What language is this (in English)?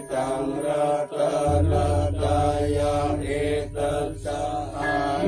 Pali